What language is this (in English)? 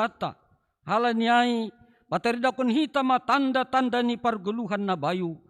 Batak Simalungun